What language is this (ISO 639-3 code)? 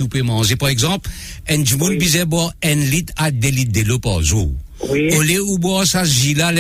mfe